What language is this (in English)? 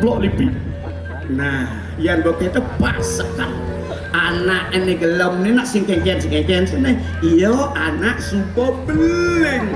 Balinese